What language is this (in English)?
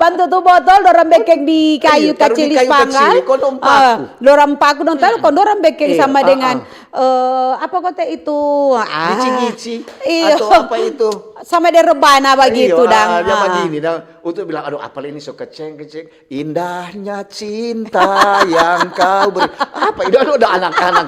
Manado Malay